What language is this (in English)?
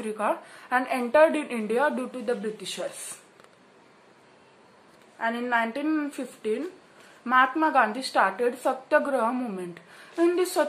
English